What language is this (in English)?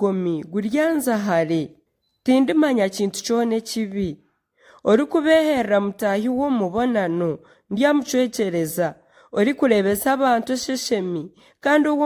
Nyankole